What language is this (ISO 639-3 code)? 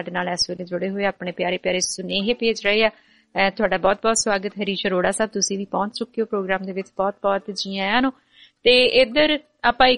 pan